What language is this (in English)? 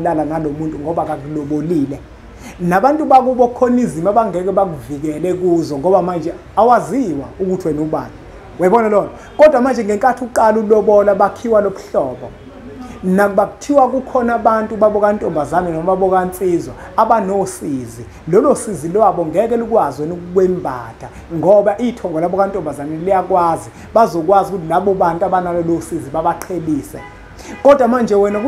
Zulu